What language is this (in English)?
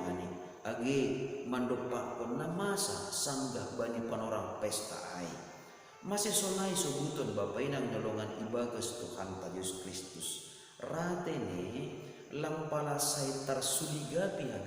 Batak Simalungun